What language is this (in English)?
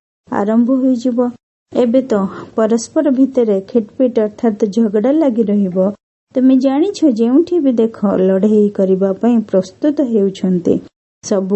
Odia